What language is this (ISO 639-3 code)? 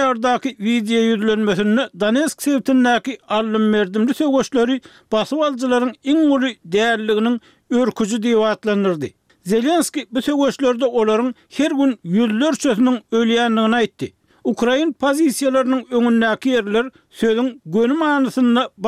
tuk